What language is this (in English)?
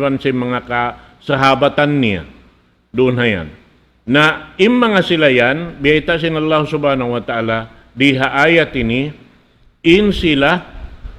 Tausug